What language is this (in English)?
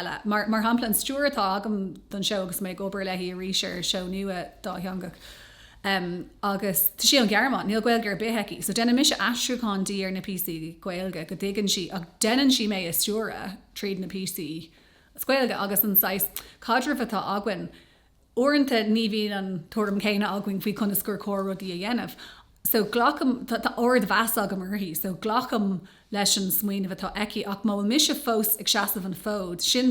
Irish